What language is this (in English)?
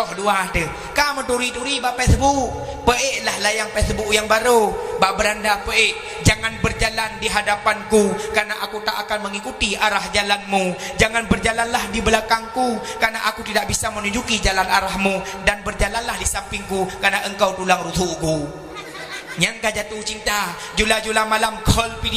Achinese